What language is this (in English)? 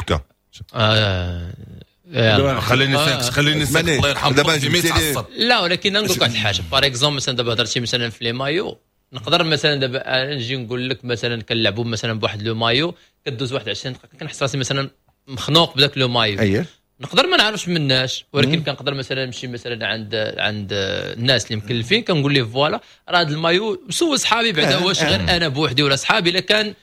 Moroccan Arabic